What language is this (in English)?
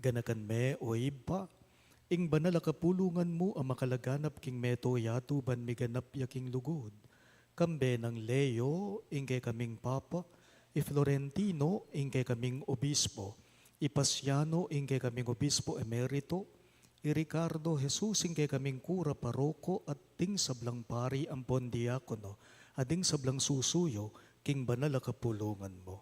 Pampanga